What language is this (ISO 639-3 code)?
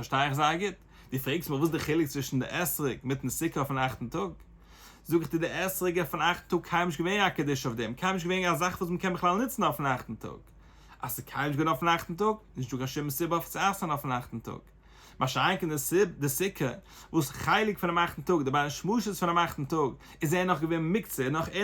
yid